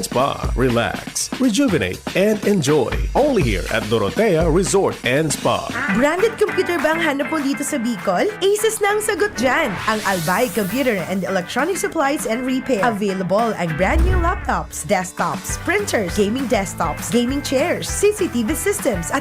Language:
Bikol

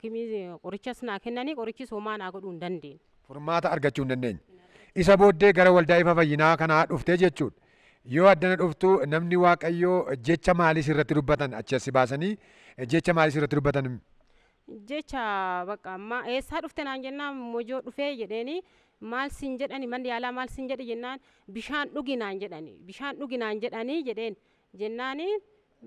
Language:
Oromo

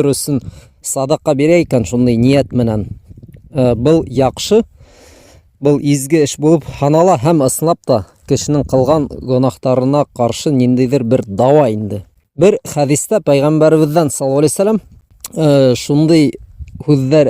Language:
Bashkir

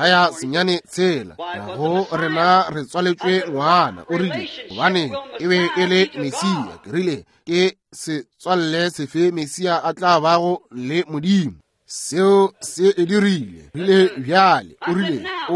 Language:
Northern Sotho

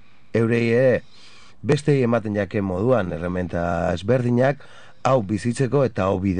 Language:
Basque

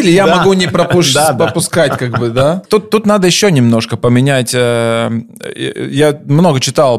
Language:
Russian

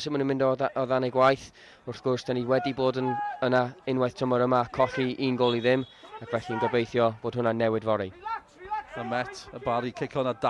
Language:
Welsh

